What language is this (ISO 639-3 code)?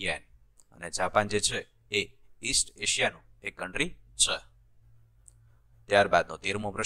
guj